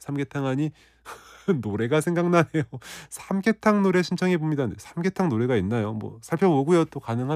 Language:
Korean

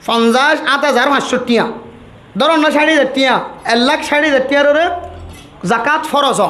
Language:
Rohingya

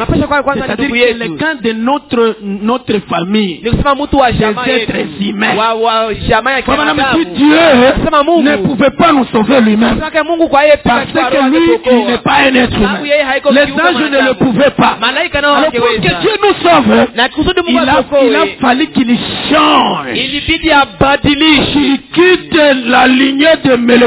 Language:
Swahili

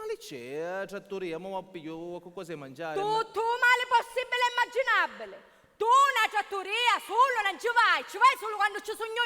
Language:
Sicilian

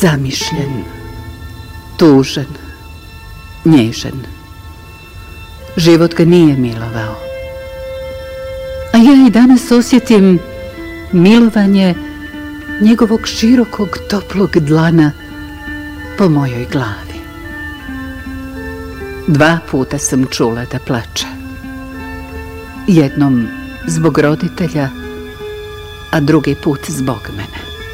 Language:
Bosnian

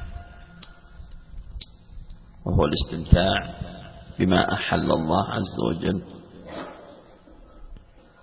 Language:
Arabic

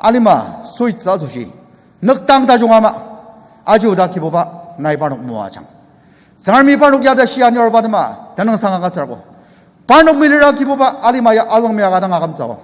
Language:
Ao Naga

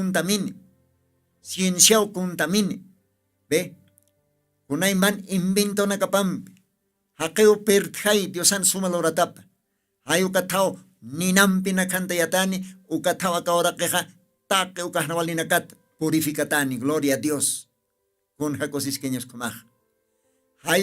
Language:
Aymara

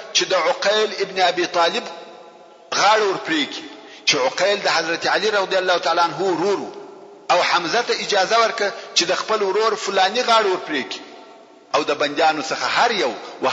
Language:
Pashto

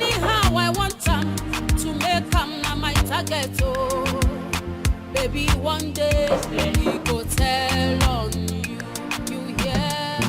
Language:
Nigerian Pidgin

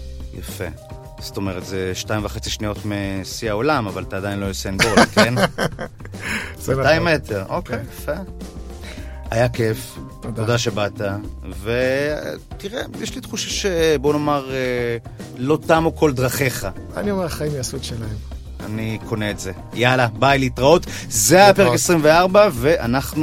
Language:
Hebrew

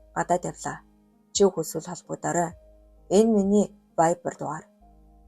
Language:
Mongolian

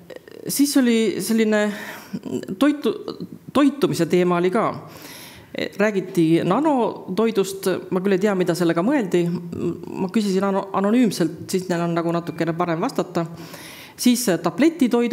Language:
Estonian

